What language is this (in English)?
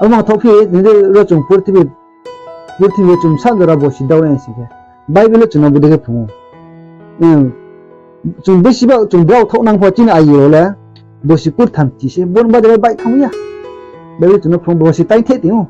Riang (India)